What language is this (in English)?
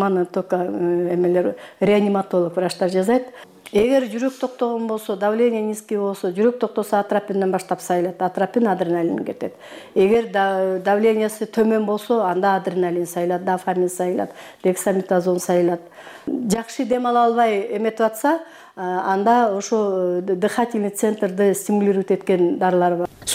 Kyrgyz